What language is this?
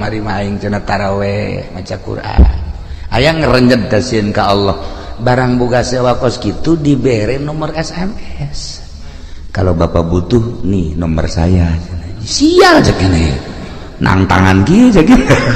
Sundanese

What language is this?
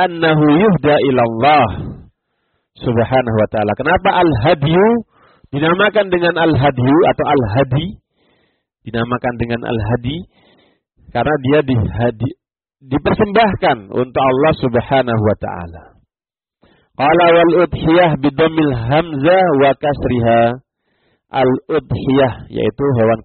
Indonesian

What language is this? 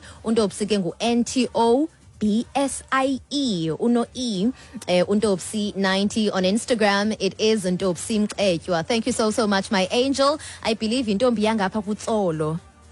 Xhosa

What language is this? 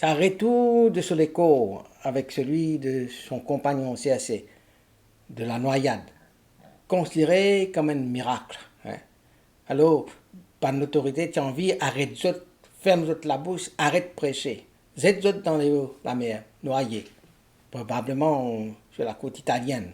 Morisyen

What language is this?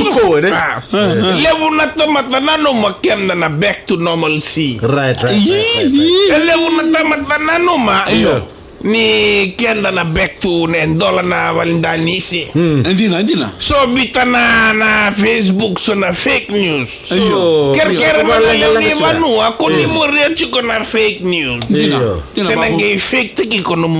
Fijian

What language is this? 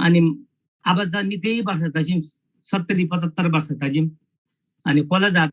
Eastern Tamang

